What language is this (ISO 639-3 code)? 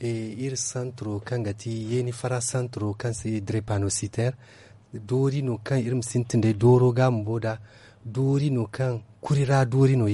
dje